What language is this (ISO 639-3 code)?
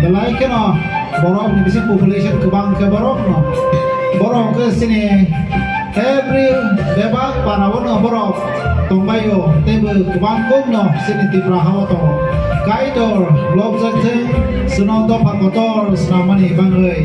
trp